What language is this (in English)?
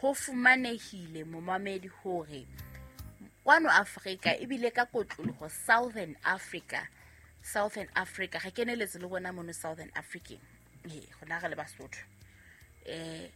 Southern Sotho